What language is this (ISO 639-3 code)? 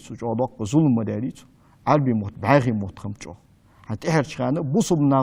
inh